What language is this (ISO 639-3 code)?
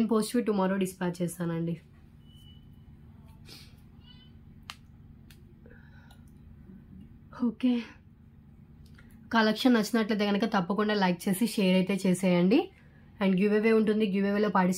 tel